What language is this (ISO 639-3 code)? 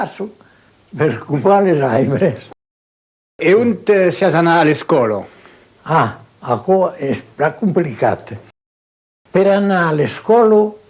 oci